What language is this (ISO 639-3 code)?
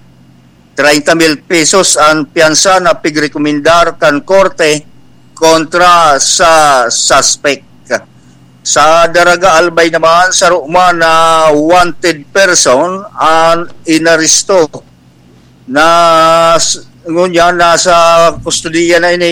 bik